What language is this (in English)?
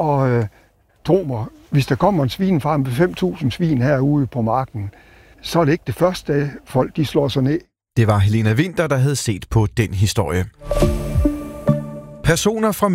Danish